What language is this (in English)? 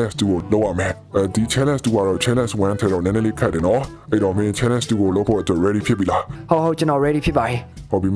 Burmese